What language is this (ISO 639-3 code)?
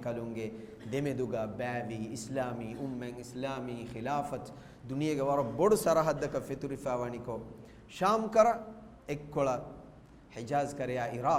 div